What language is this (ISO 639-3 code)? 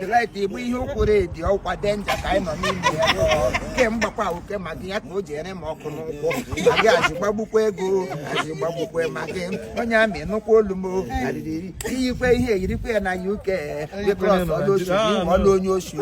ibo